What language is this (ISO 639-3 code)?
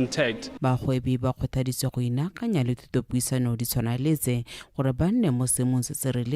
tsn